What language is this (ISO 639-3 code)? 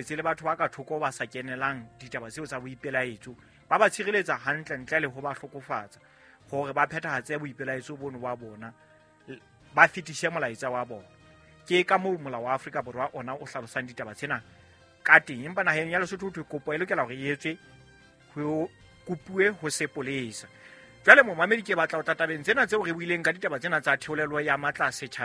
sot